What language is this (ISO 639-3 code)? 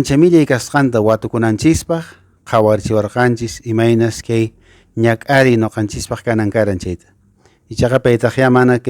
que